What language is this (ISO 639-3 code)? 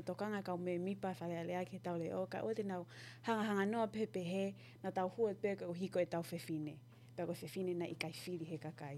ton